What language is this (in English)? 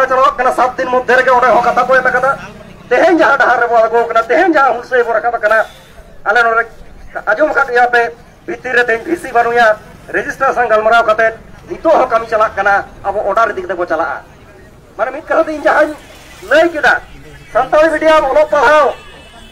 Santali